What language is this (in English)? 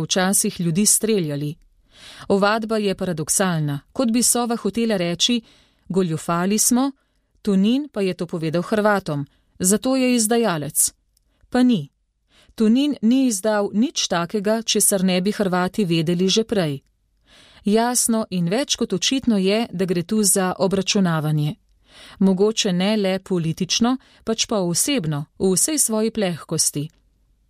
Slovenian